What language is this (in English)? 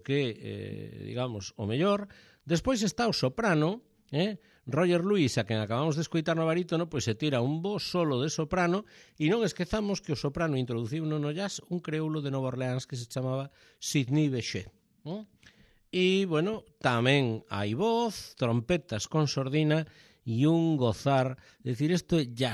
Galician